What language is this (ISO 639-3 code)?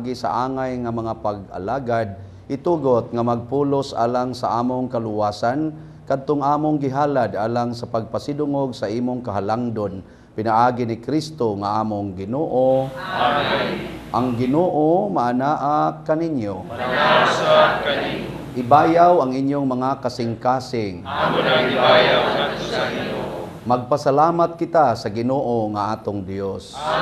ceb